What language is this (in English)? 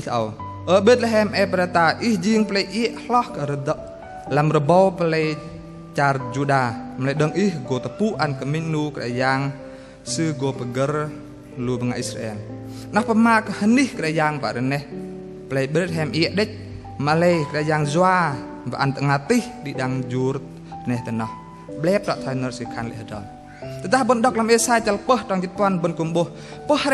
Bahnar